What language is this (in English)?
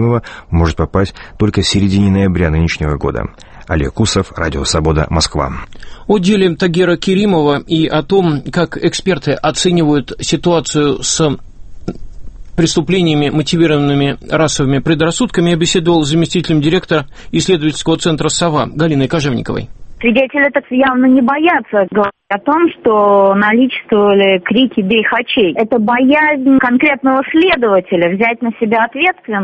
Russian